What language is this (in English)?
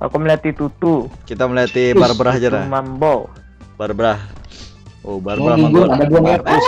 Banjar